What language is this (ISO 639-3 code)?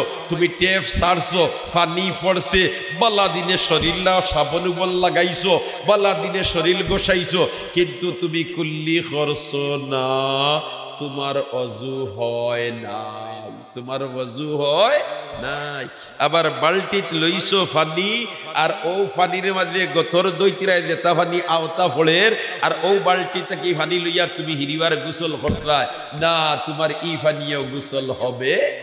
syl